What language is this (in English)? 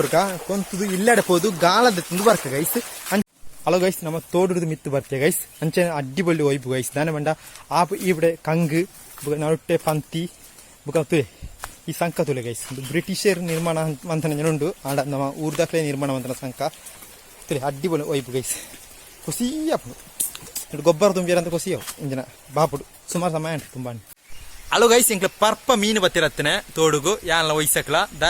Tulu